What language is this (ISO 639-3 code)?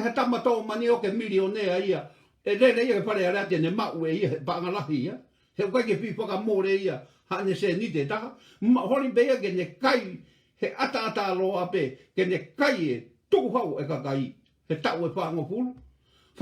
ton